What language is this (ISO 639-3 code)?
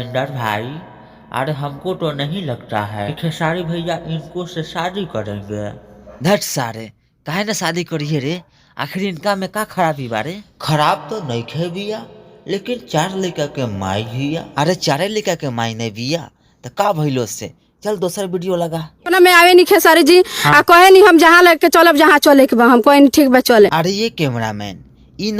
bho